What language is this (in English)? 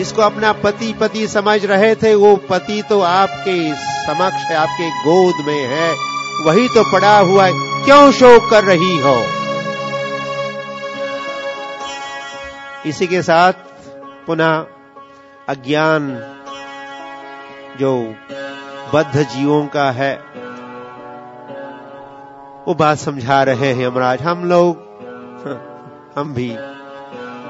Hindi